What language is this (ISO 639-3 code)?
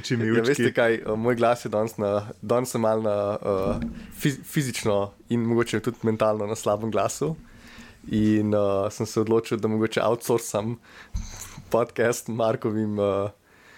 slv